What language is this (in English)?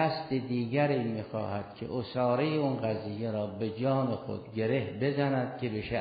Persian